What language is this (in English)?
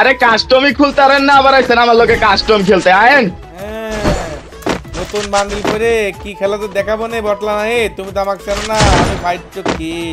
Bangla